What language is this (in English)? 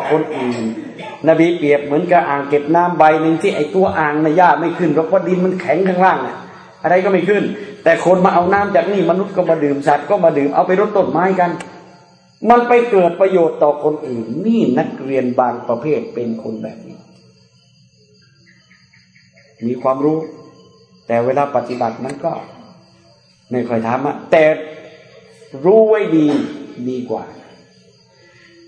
Thai